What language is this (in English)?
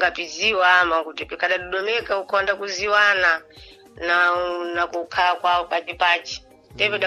Sena